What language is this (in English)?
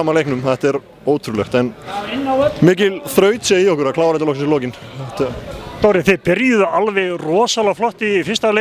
Icelandic